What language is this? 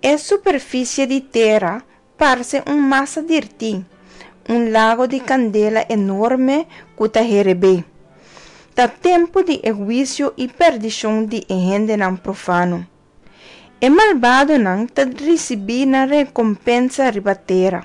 Papiamento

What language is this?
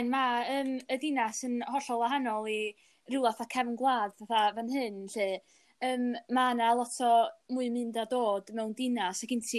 Welsh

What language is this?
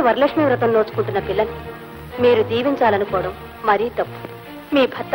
Telugu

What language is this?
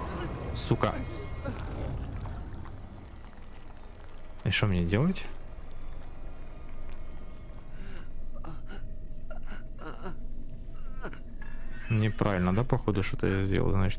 Russian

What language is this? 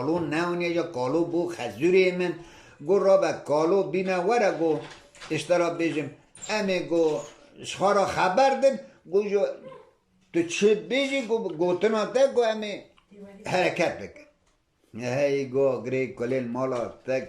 Kurdish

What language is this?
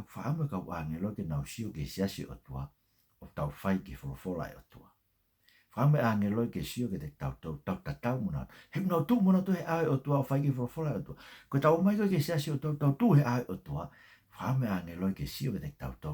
Tongan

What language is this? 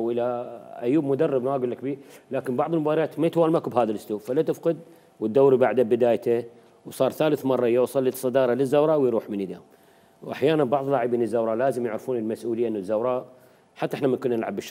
Mesopotamian Arabic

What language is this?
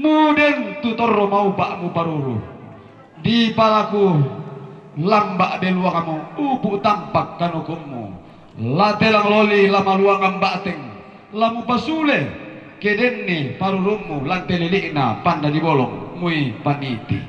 Toraja-Sa'dan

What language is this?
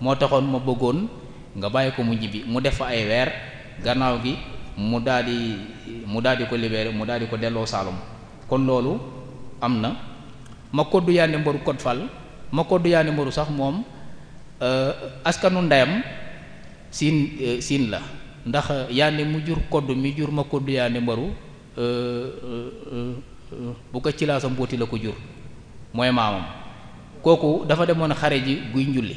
Wolof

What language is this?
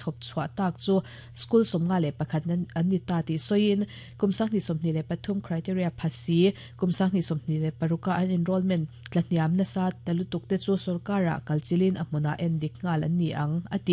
Mizo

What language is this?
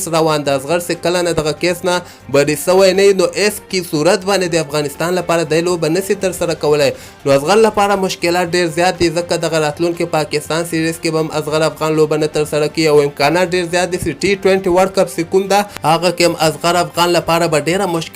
Pashto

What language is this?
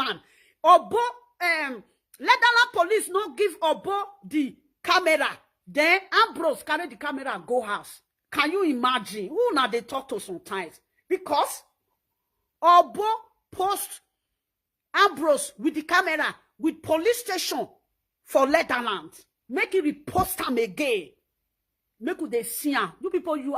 Nigerian Pidgin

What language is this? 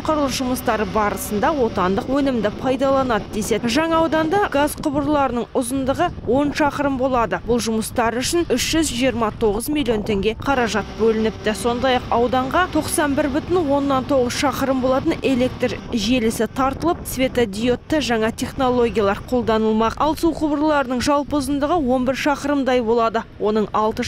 Kazakh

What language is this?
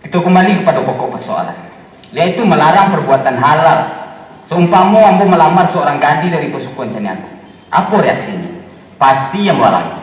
Minangkabau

